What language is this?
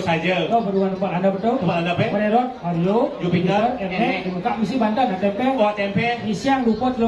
Balinese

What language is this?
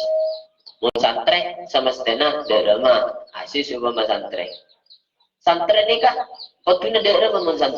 Madurese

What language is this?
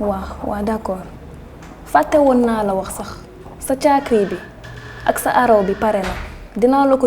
Wolof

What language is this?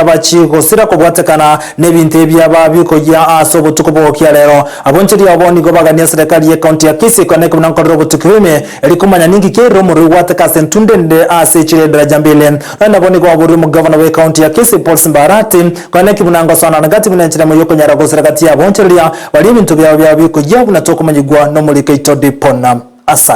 Gusii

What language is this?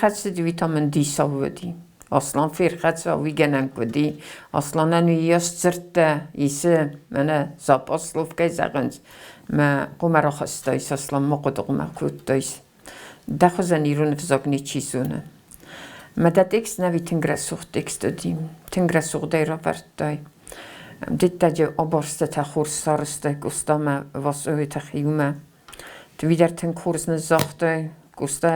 Ossetic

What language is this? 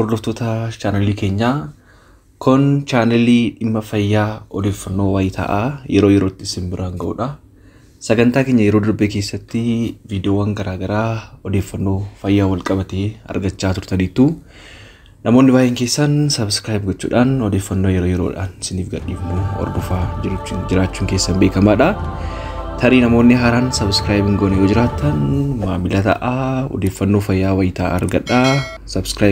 Oromo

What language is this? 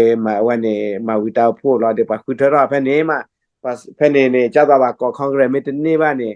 S'gaw Karen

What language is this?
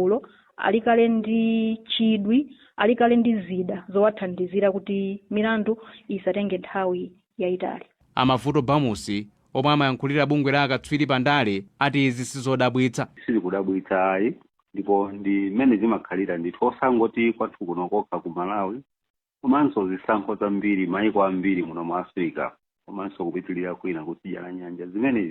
Nyanja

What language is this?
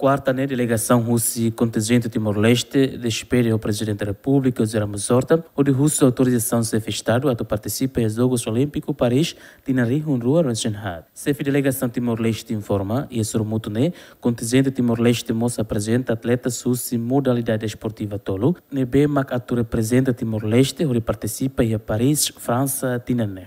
Tetum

